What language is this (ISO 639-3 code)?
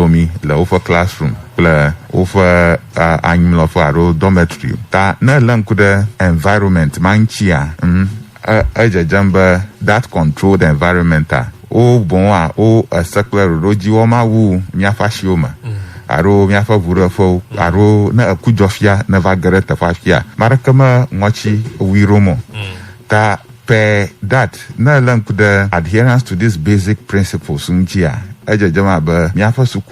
ewe